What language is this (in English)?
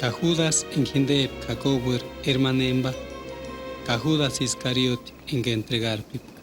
Purepecha